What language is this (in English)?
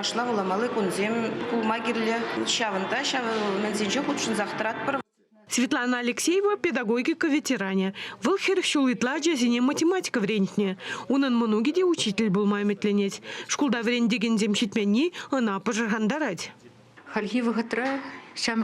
Chuvash